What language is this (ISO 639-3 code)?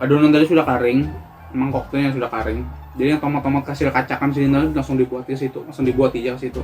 bjn